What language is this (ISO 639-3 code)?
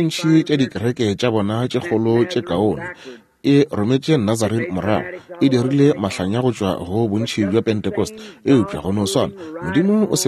nso